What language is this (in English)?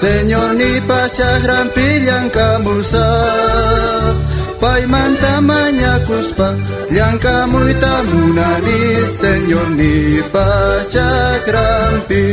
South Bolivian Quechua